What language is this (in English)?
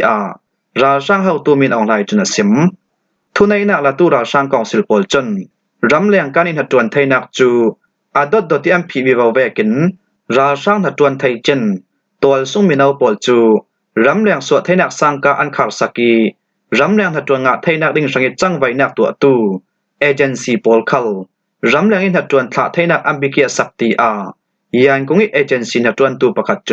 Falam Chin